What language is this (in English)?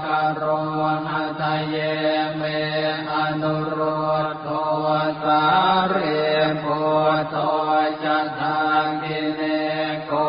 Pali